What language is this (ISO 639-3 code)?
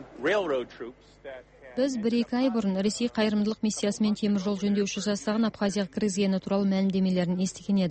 kaz